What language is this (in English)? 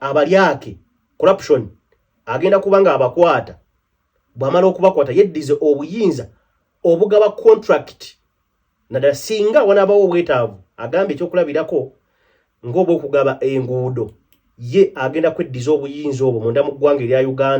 Ganda